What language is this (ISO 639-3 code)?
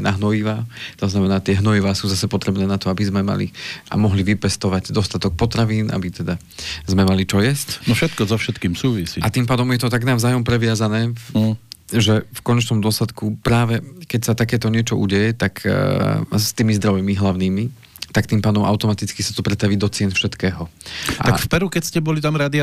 slk